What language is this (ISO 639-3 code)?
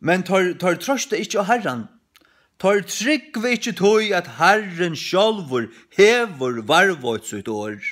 fao